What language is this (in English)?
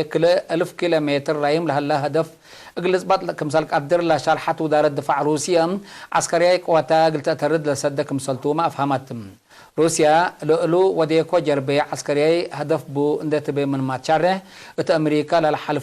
Tigre